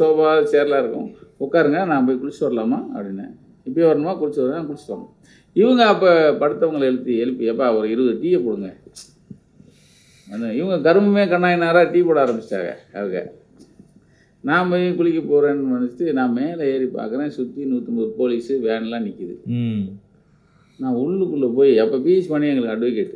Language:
Tamil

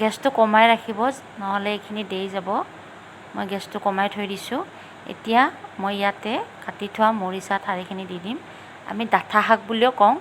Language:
Assamese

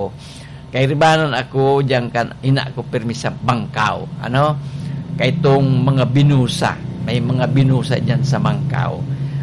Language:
Bikol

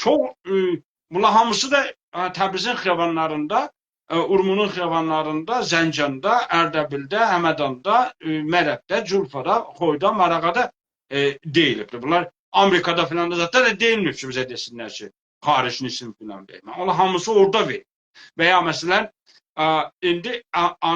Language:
South Azerbaijani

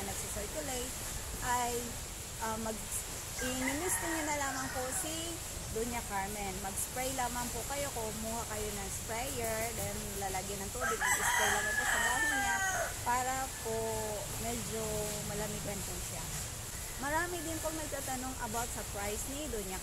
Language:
Filipino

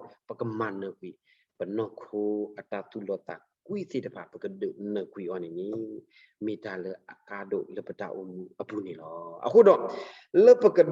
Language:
S'gaw Karen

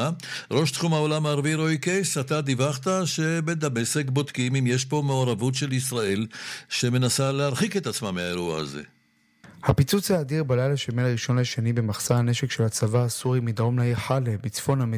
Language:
Hebrew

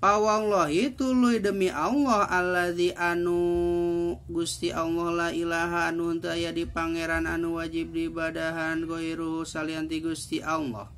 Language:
Sundanese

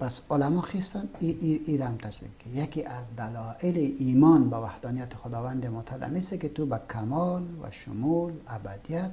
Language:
Persian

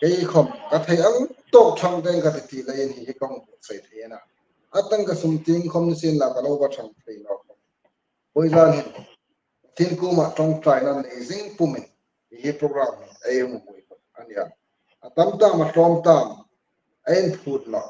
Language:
Hmar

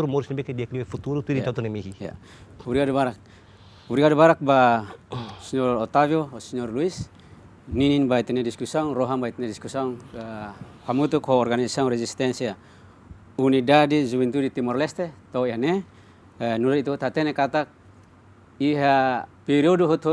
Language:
Tetum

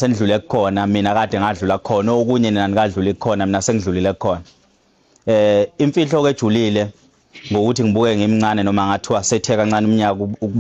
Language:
Zulu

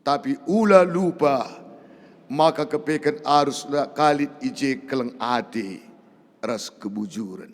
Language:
Batak Karo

